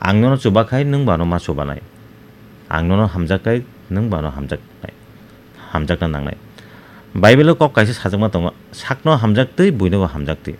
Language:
Kok Borok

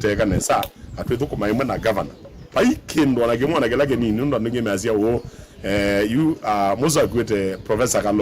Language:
Kamba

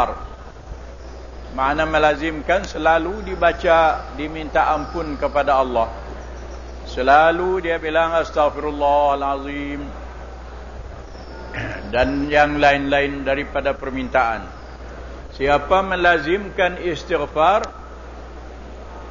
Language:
Malay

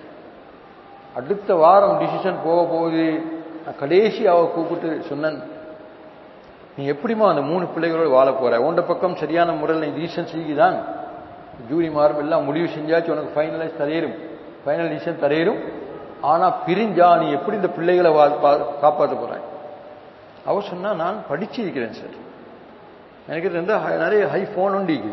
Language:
Tamil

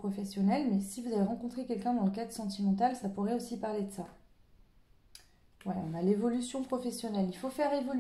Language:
French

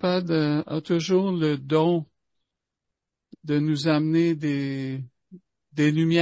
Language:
French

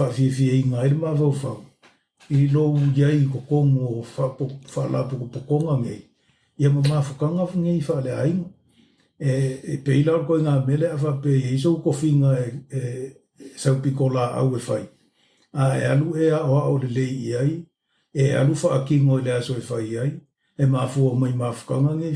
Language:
Samoan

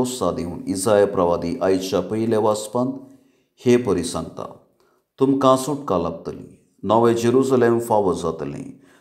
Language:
Konkani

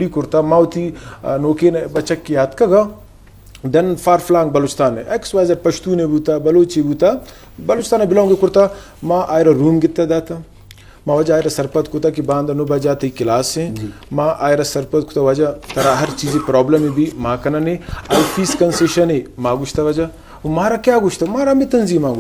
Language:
Eastern Balochi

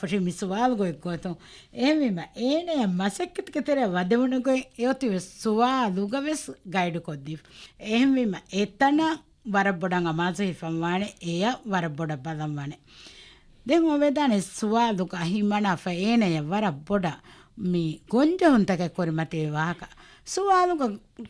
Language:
Divehi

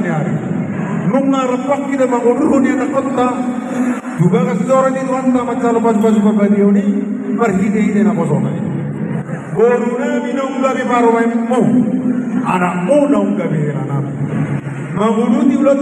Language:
Batak Toba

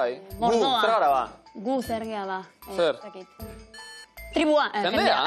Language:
Basque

